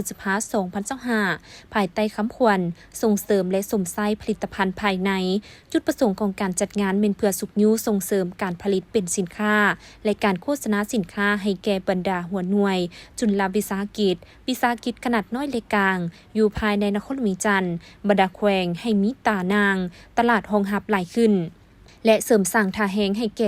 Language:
Lao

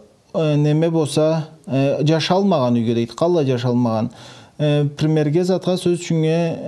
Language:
Karachay-Balkar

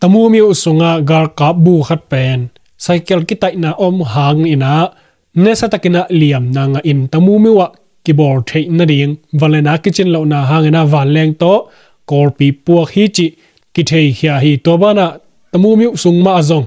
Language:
Tedim Chin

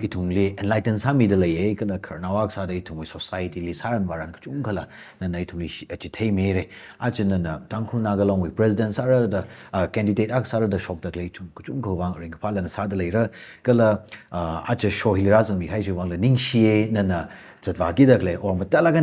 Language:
Tangkhul Naga (India)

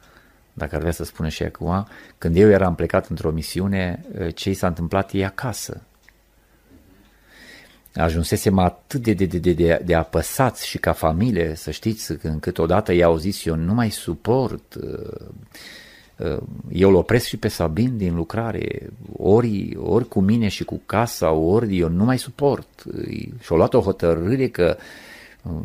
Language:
Romanian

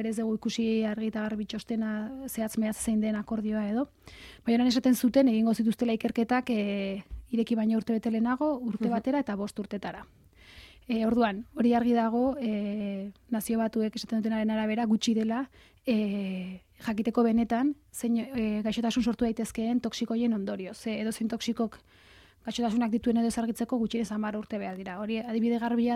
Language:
Basque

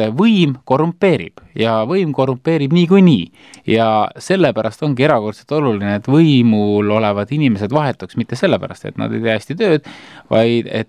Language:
Estonian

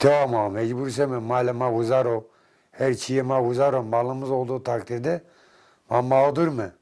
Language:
Zaza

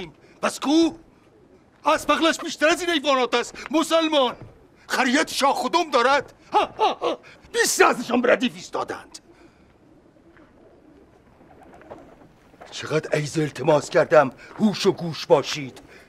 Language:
Persian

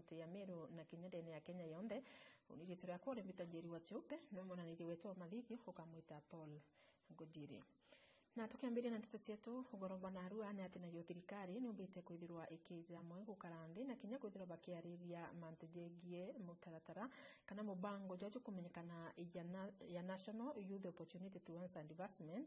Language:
Meru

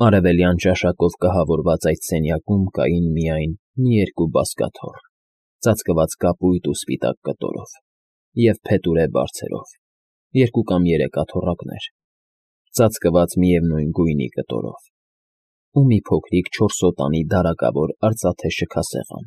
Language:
Armenian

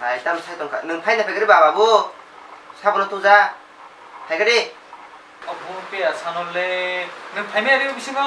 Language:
Kok Borok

